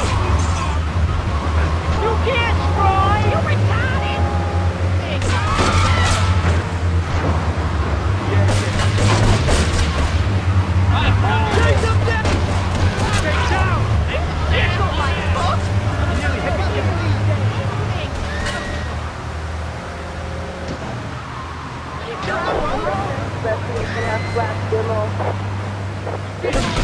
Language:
English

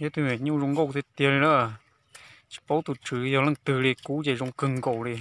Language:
Hmong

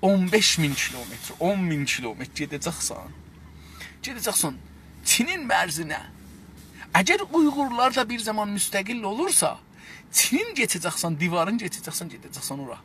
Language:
South Azerbaijani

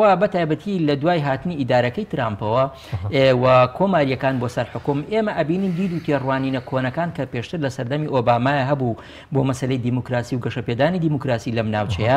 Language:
Central Kurdish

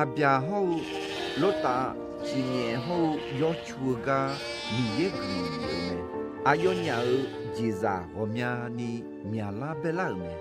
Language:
Akha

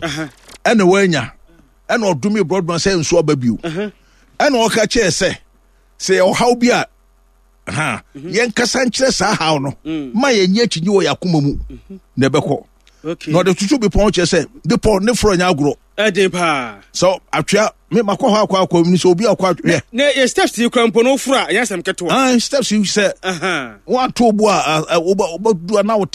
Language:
Akan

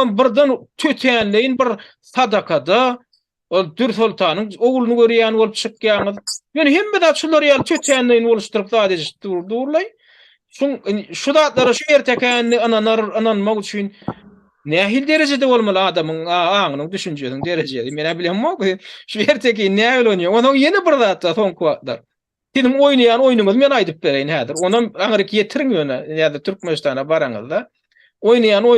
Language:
Turkmen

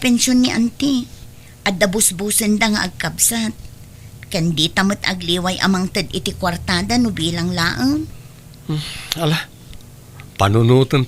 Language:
Iloko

